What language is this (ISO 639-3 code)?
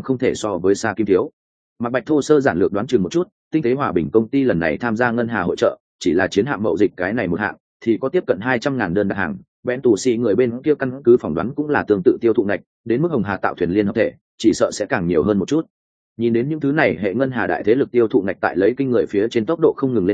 vie